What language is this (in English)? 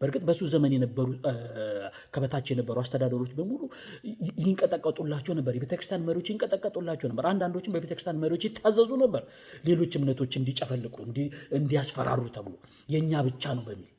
Amharic